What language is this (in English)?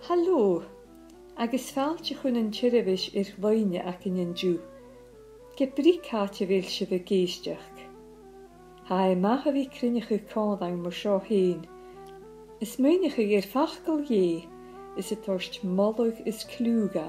Scottish Gaelic